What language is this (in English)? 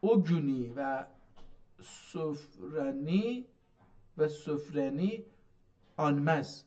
South Azerbaijani